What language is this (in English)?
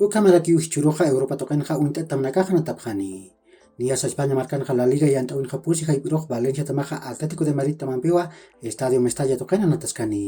Aymara